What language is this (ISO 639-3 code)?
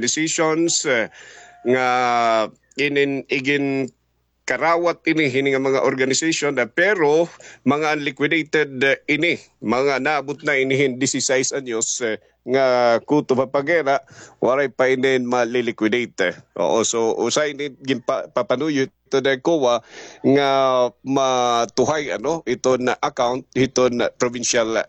war